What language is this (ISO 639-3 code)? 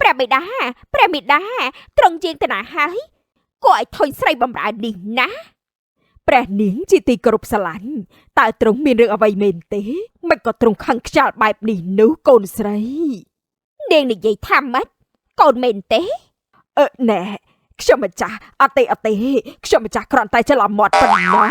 khm